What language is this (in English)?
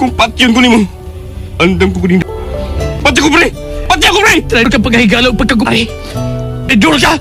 Cebuano